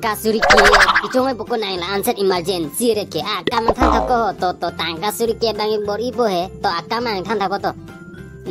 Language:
Karbi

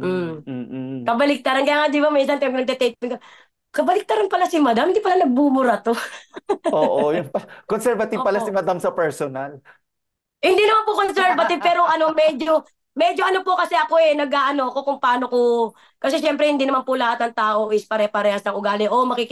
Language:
Filipino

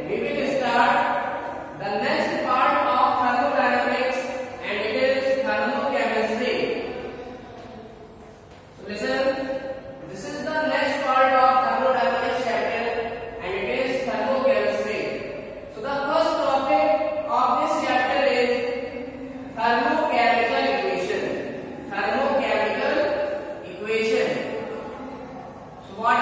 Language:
English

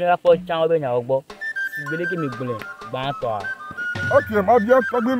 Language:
Ewe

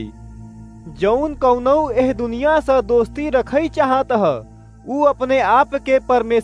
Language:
Awadhi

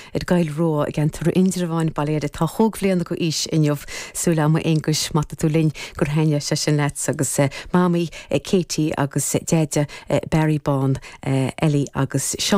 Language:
Irish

